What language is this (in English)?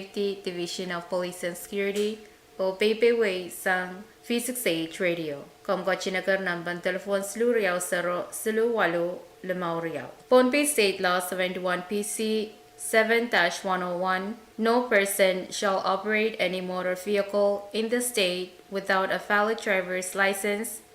Pohnpeian